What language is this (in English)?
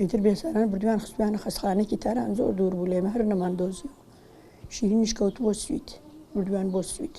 Central Kurdish